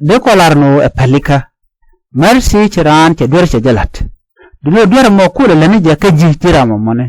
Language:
Nuer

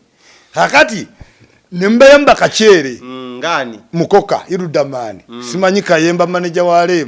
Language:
Ganda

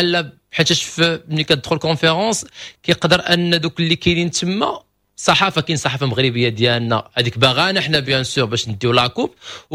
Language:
Moroccan Arabic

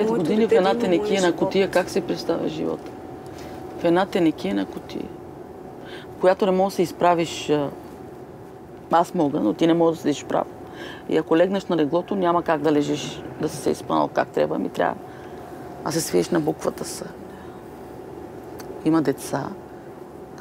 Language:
Bulgarian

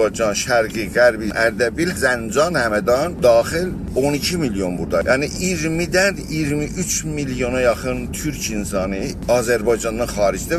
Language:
South Azerbaijani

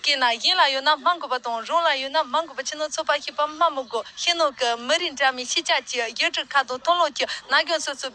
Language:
Tibetan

